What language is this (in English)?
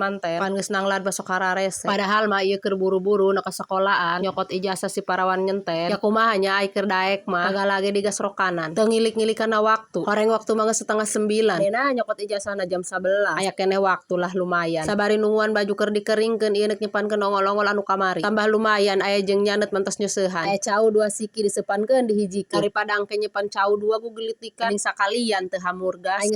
Sundanese